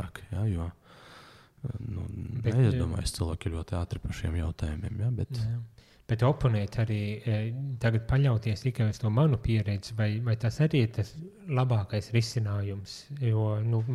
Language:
Latvian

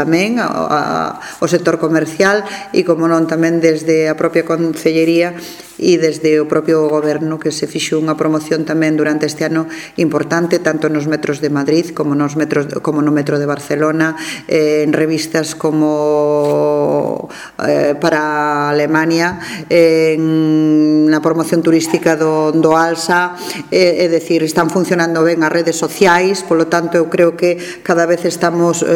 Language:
Galician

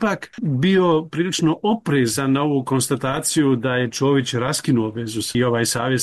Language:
Croatian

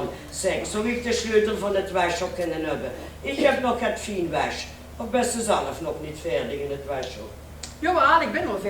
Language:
Limburgish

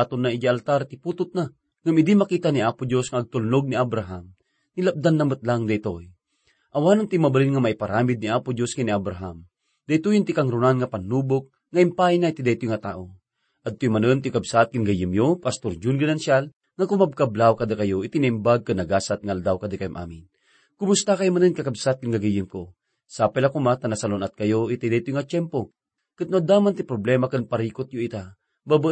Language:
Iloko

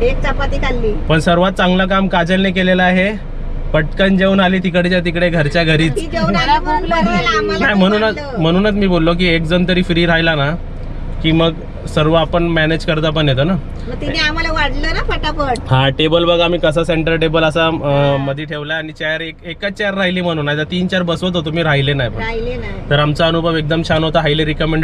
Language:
Marathi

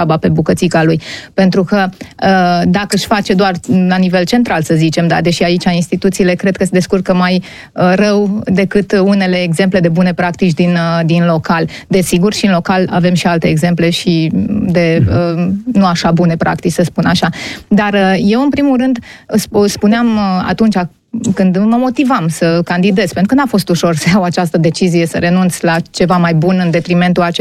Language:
Romanian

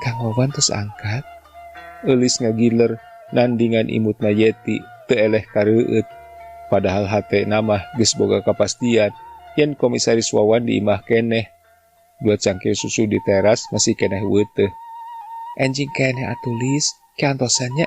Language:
Sundanese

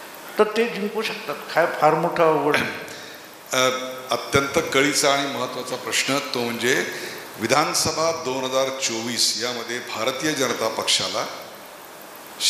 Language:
Marathi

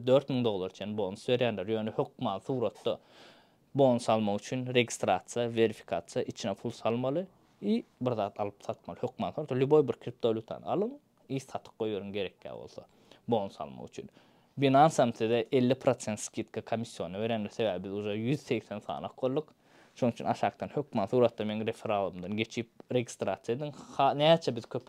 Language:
Turkmen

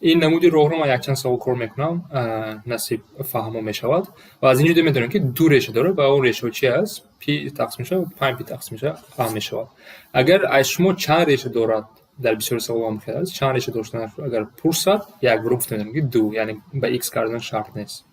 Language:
Tajik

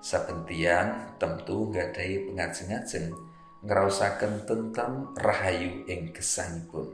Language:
Javanese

